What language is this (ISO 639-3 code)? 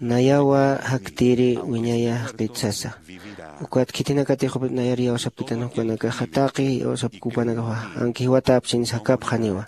aym